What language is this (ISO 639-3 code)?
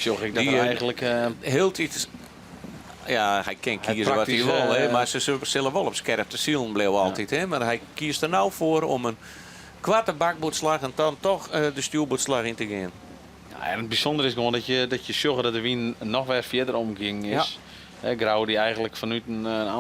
fry